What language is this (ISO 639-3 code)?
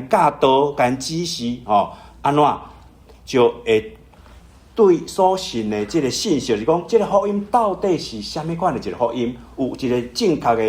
nan